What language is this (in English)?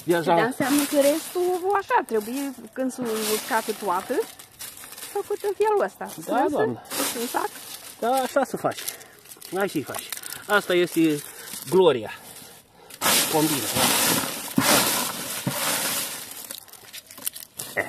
Romanian